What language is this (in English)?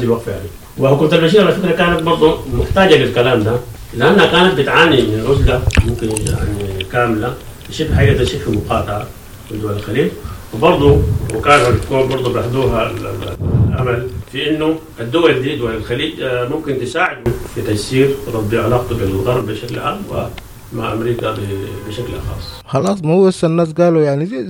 Sudanese Arabic